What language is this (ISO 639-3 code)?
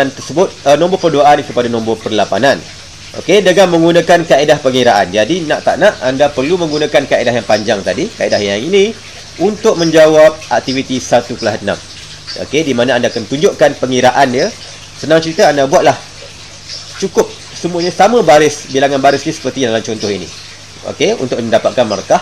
msa